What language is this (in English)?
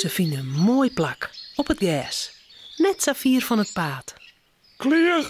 Western Frisian